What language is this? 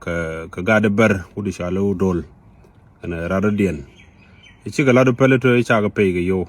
Nuer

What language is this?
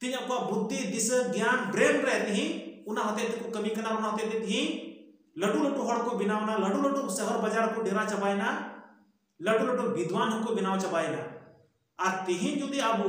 Santali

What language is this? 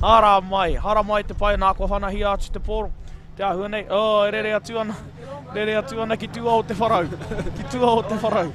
Māori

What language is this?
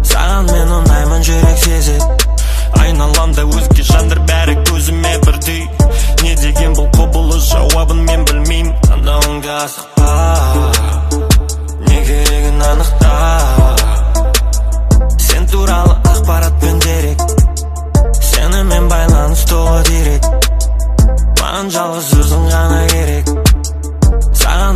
Kazakh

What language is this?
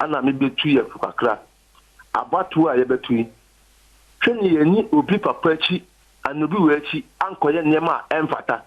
Akan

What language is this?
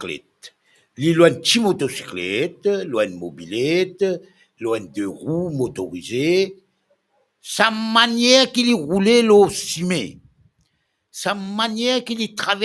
Morisyen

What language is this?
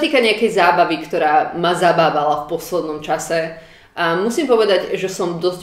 Slovak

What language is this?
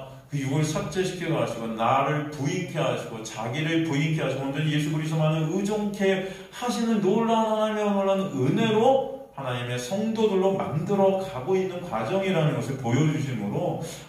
Korean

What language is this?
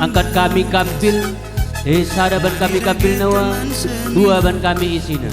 Batak Karo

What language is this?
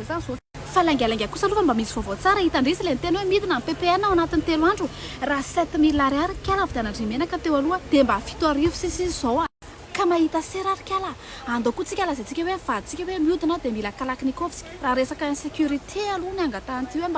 Malagasy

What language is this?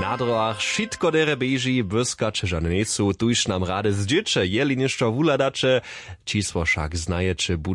Upper Sorbian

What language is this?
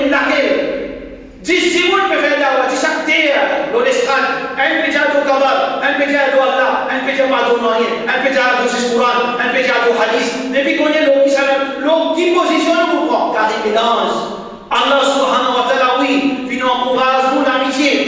Morisyen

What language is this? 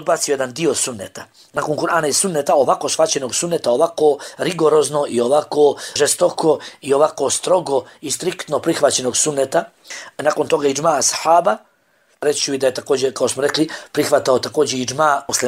Bosnian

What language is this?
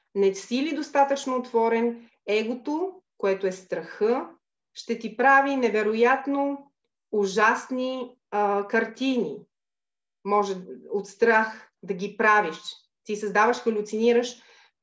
Bulgarian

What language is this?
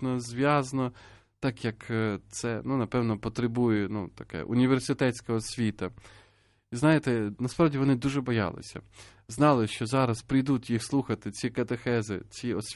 Ukrainian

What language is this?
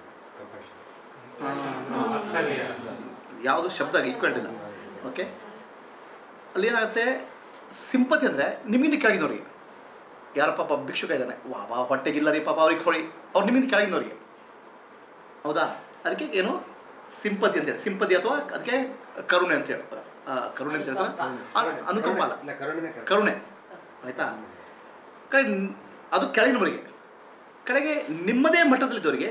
Kannada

